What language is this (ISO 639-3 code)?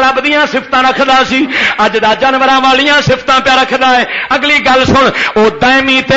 lah